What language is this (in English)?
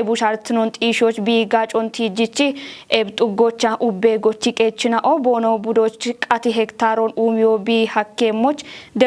Kafa